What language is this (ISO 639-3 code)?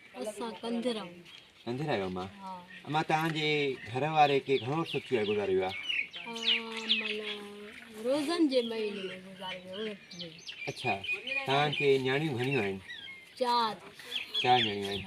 snd